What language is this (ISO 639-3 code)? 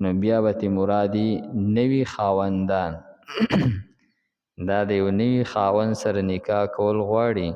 pus